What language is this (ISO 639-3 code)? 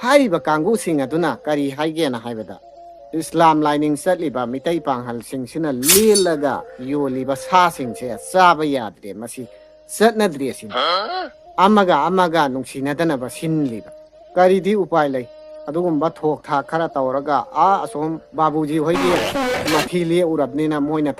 mni